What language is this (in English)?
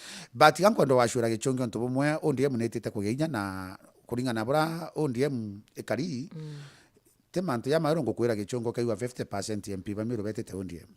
Meru